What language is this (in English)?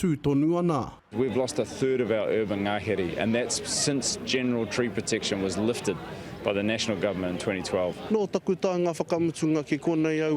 Māori